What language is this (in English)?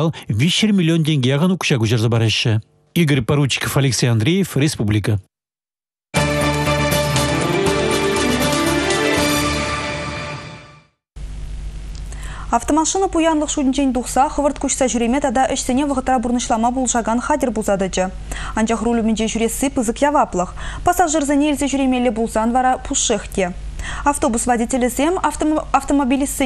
Chuvash